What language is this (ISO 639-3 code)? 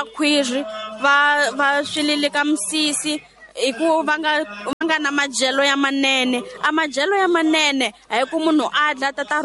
tso